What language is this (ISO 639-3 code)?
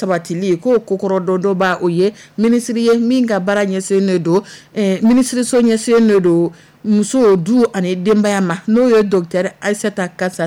dyu